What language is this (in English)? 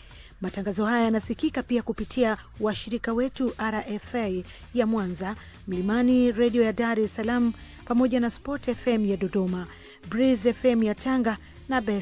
Swahili